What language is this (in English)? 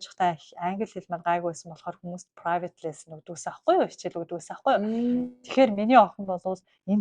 Mongolian